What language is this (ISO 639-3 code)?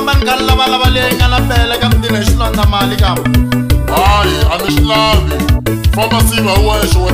tso